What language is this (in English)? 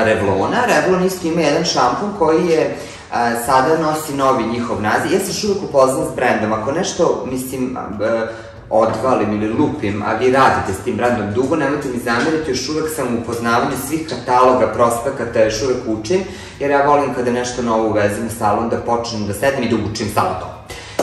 Serbian